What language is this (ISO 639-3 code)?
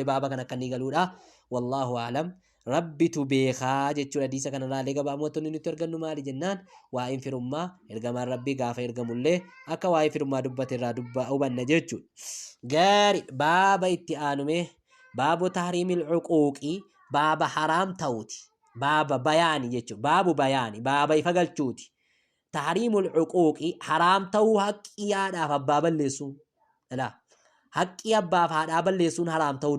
orm